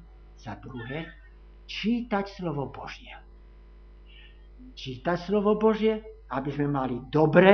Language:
Slovak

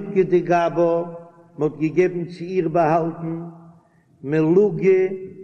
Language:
Yiddish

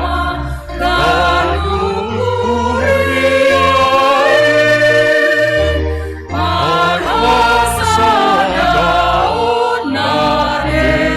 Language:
Batak Simalungun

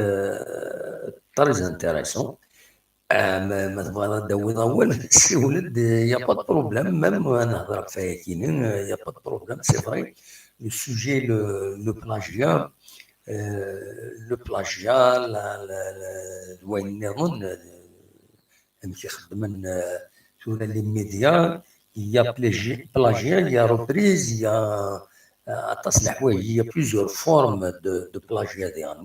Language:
Kabyle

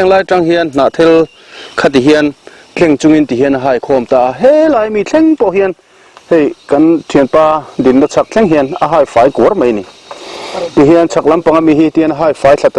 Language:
Mizo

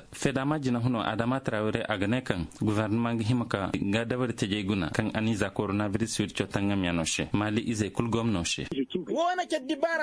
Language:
Koyraboro Senni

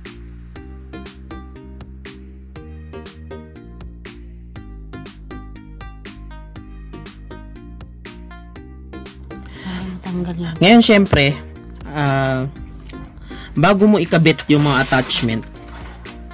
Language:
Filipino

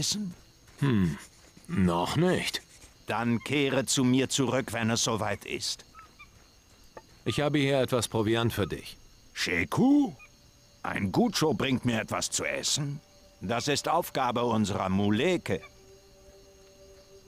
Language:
German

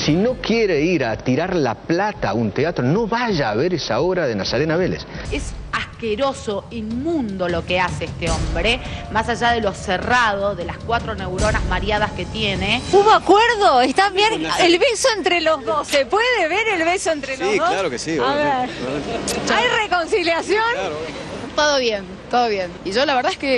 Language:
Spanish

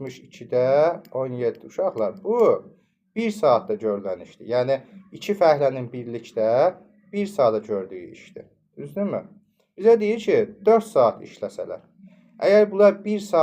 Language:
Azerbaijani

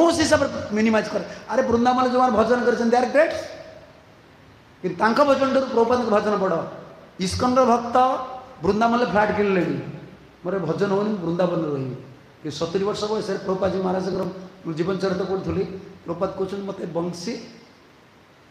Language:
Odia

